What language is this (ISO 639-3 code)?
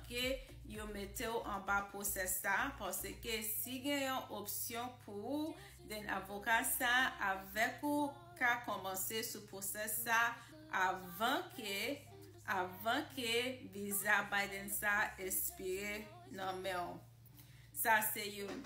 hat